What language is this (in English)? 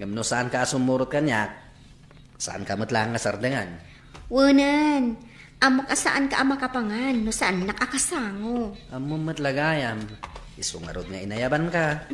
Iloko